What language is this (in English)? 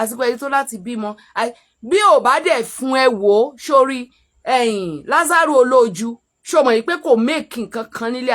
Yoruba